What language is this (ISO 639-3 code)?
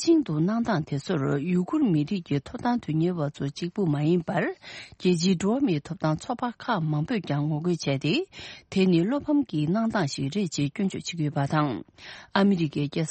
bod